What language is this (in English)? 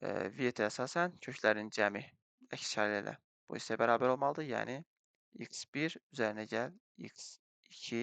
Azerbaijani